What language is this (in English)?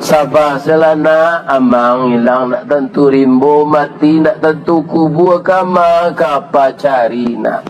Minangkabau